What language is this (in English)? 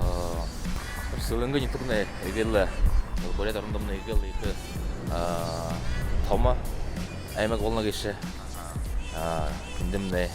Buriat